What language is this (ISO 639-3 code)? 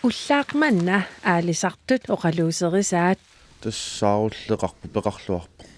kal